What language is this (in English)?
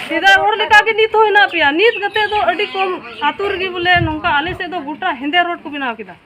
Santali